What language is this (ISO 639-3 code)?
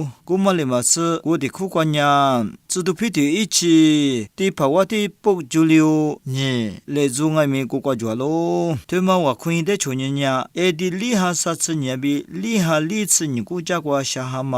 lis